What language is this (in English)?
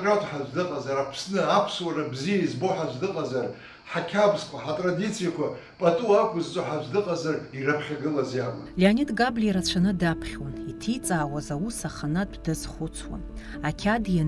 Abkhazian